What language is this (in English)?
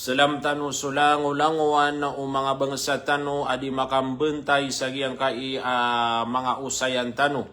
Maranao